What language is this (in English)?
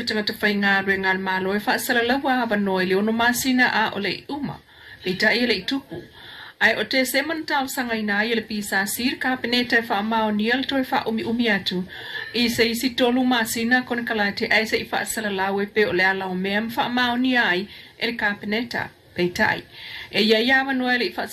Samoan